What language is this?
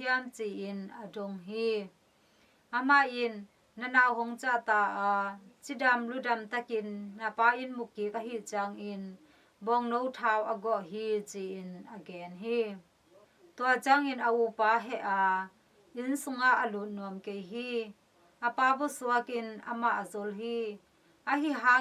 Tedim Chin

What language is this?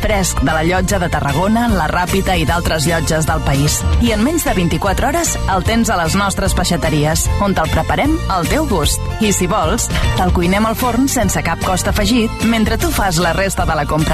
Catalan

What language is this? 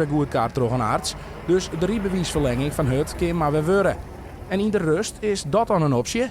Western Frisian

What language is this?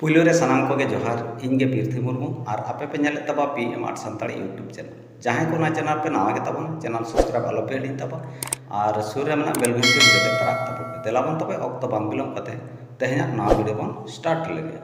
Santali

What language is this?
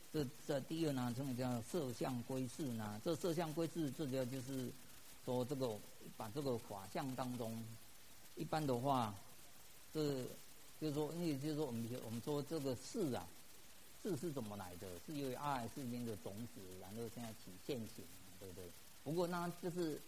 Chinese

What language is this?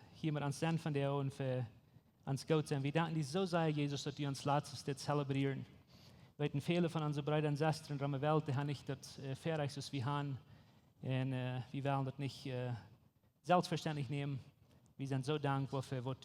Plautdietsch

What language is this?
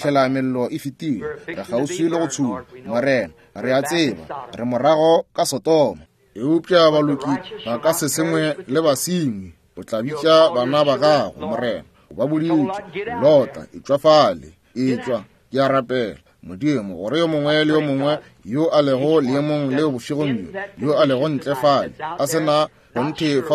Northern Sotho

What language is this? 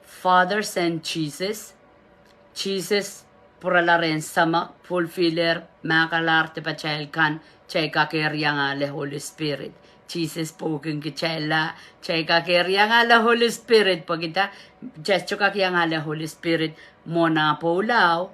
Pohnpeian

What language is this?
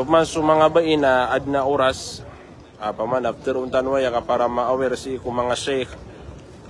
Maranao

